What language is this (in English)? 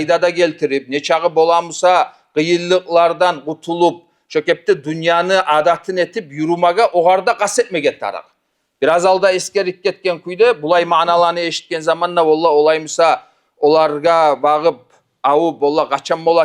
Kumyk